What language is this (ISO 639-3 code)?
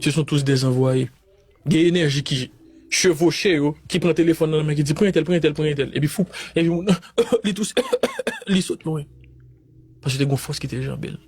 hat